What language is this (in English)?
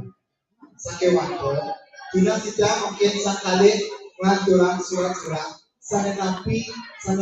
Balinese